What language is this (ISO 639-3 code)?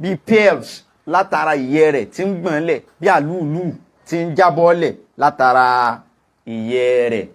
yor